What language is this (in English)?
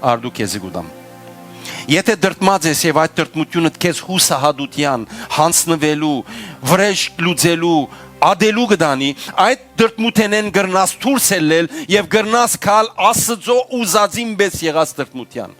Western Armenian